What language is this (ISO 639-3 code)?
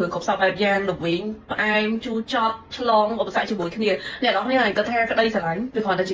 khm